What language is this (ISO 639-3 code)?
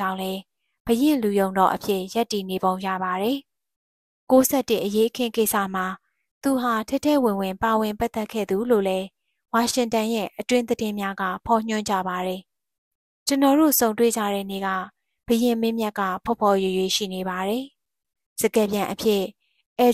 mya